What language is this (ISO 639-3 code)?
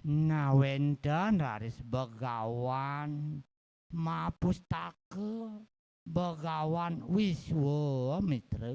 ban